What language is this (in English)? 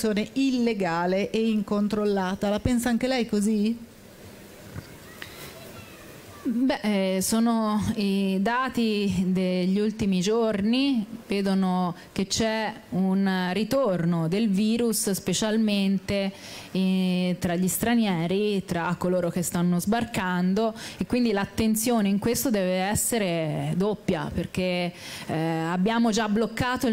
Italian